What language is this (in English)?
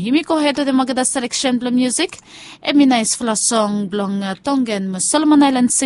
Bislama